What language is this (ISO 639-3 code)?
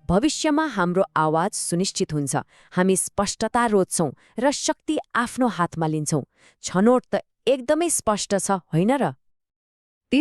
nep